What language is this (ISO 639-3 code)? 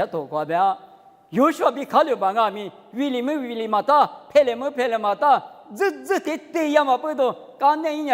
lis